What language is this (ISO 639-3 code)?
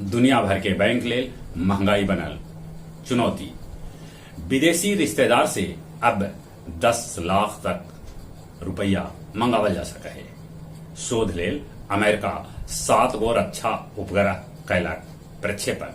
mag